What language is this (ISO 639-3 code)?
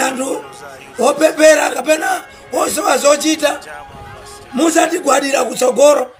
nya